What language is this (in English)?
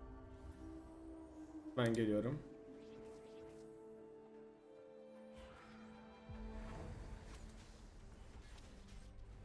Turkish